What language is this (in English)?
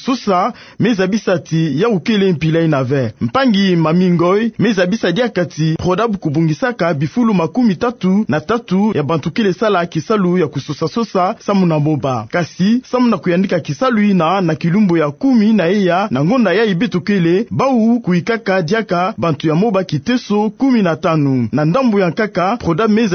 Kituba (Democratic Republic of Congo)